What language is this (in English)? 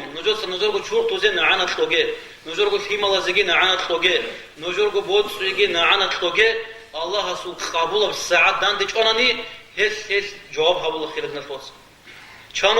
Avaric